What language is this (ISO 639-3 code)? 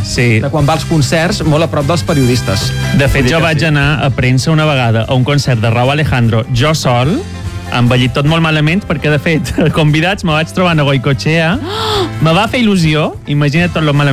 cat